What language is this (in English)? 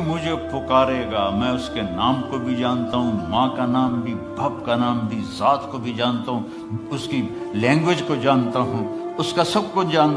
Urdu